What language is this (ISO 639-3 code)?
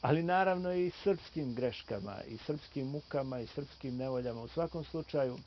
bos